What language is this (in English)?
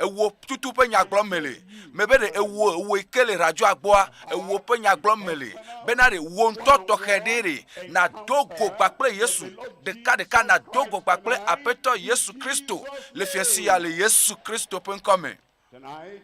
Ewe